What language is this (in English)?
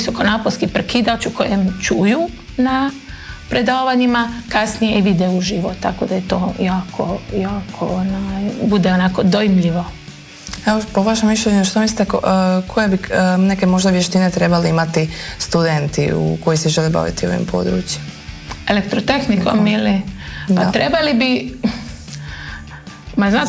Croatian